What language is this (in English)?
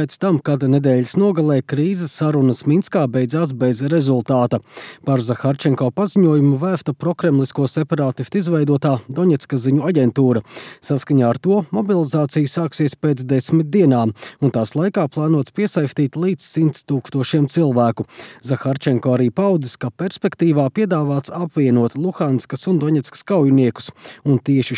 Latvian